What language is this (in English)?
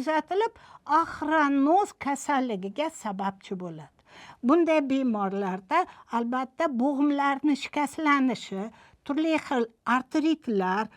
Uzbek